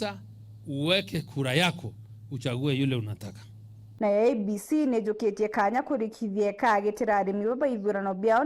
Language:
Meru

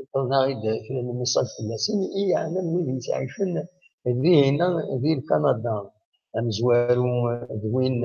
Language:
Kabyle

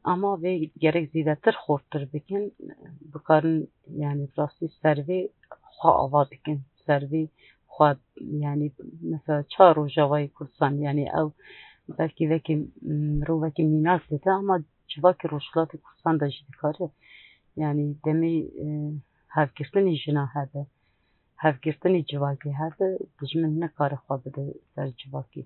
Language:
Kurdish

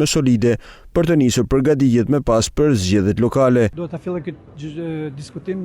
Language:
Albanian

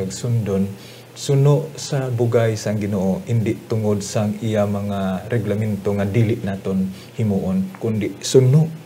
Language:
Hiligaynon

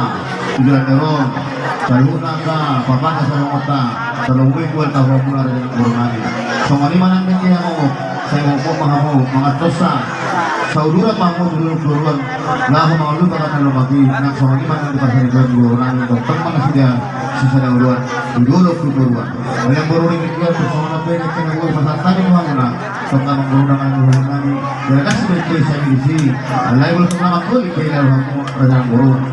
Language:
Batak Toba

